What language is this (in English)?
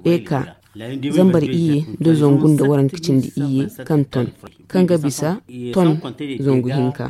Zarma